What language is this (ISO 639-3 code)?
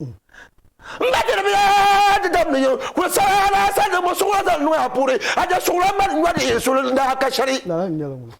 dag